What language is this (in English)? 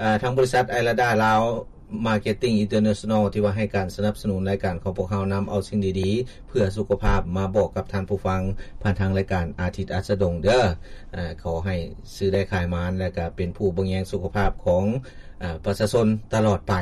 Lao